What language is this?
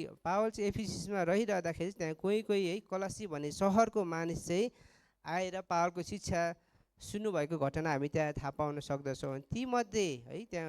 Nepali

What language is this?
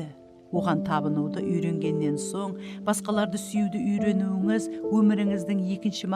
Kara-Kalpak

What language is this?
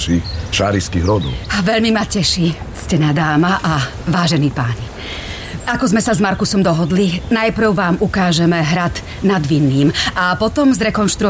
Slovak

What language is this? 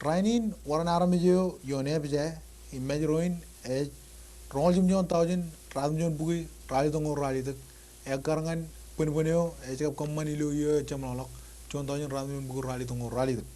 Marshallese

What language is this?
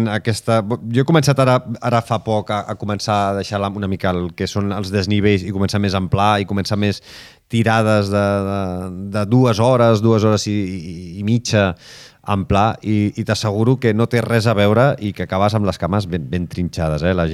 Catalan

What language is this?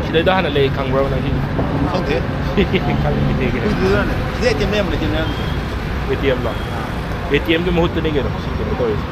Manipuri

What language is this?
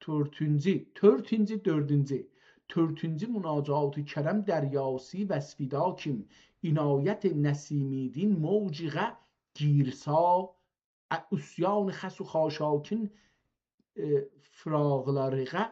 South Azerbaijani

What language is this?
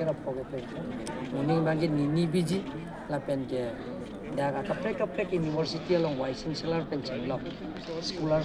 Karbi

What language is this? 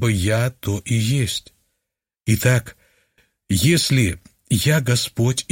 Russian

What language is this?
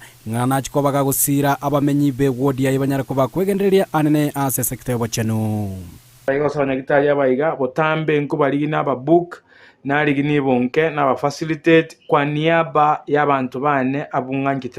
Gusii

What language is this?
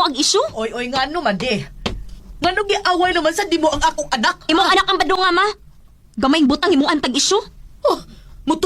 Cebuano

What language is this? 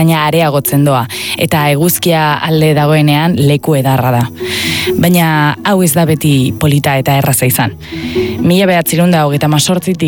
Basque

